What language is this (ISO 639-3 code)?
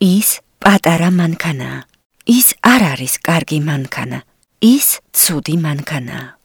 kat